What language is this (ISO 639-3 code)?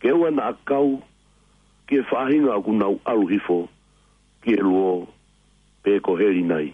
ton